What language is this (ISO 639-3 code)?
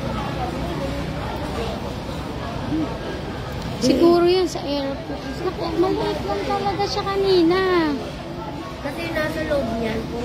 fil